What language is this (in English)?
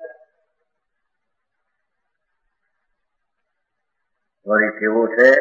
Gujarati